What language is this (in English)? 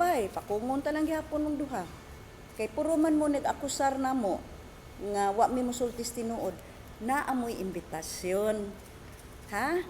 Cebuano